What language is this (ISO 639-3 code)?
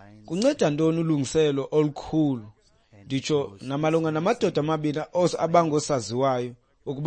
xho